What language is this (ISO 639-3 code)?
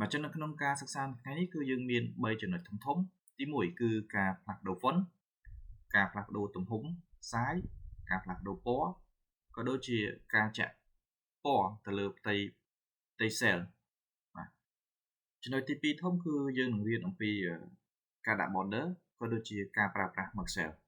khm